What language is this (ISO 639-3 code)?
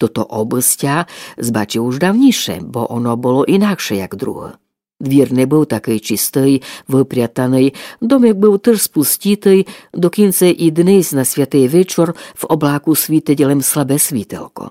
rue